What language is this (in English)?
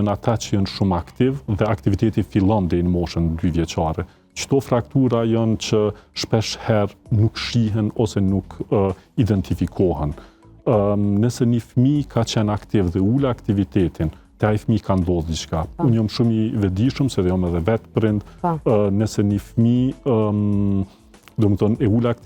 Albanian